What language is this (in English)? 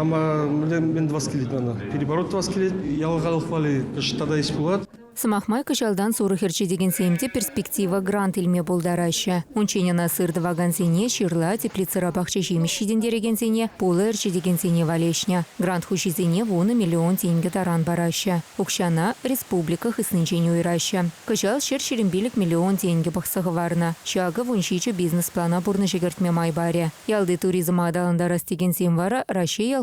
Chuvash